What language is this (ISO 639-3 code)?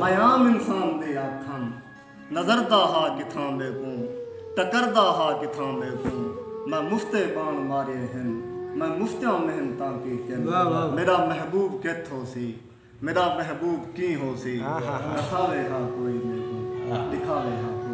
skr